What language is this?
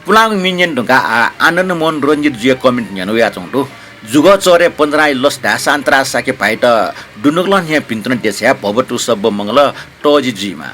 Newari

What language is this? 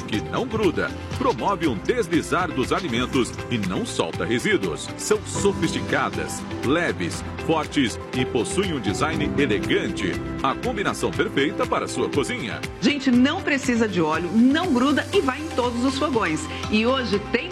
Portuguese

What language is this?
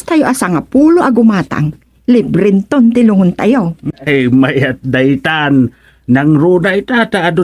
Iloko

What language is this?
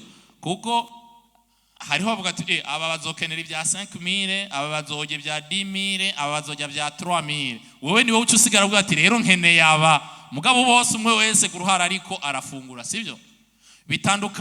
Rundi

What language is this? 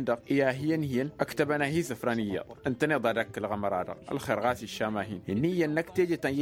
Tamasheq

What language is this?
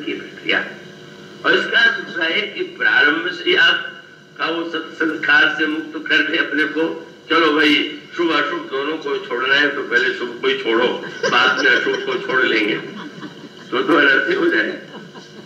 Hindi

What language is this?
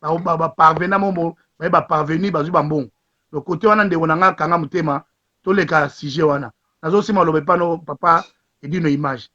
Lingala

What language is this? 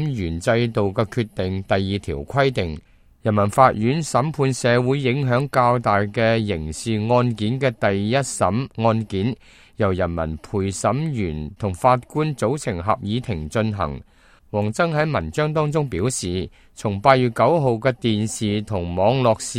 Cantonese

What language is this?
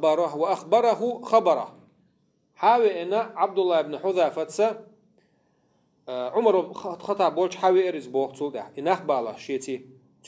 Chechen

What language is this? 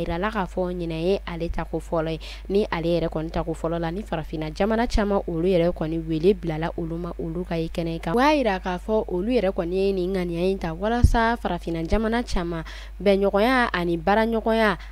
Bambara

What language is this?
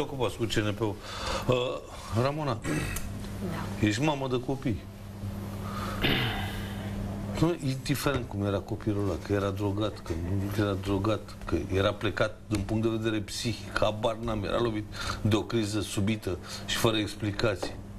Romanian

